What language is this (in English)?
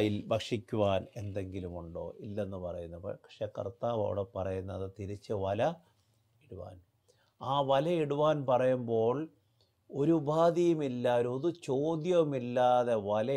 Malayalam